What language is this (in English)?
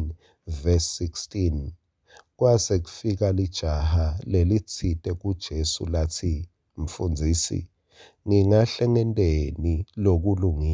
Swati